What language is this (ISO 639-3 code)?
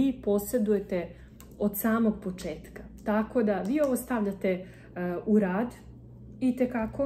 hrv